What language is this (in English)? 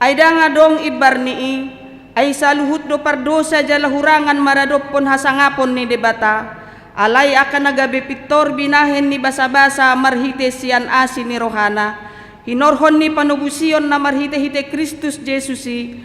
Batak Toba